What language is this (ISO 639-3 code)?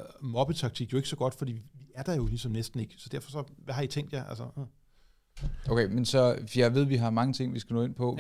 dan